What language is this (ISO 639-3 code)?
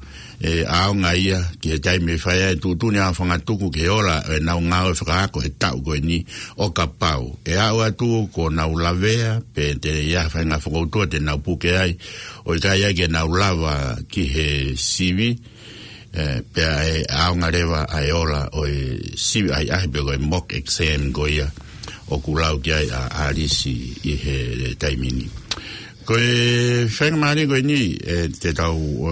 ton